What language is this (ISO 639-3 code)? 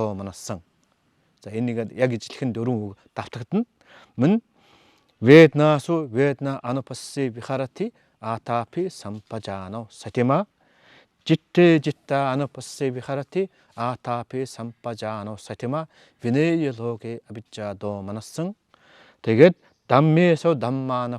mon